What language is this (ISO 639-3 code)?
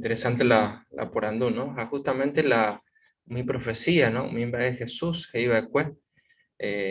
grn